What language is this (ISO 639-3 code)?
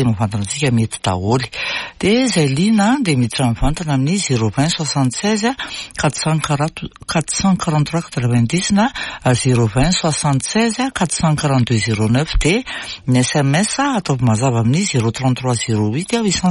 mlg